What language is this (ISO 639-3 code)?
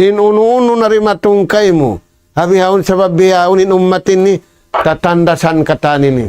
tsg